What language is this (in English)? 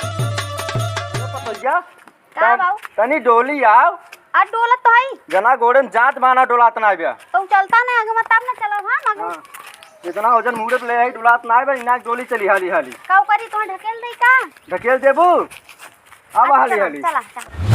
Awadhi